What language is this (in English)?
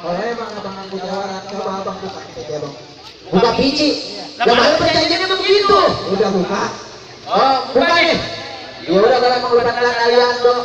Betawi